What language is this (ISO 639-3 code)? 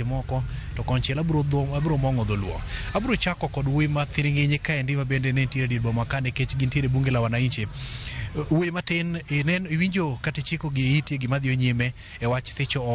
luo